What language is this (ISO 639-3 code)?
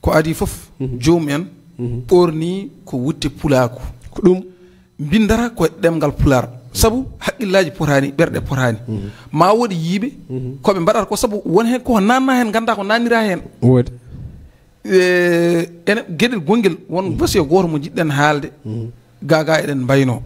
ful